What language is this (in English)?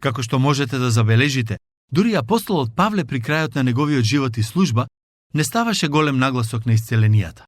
Macedonian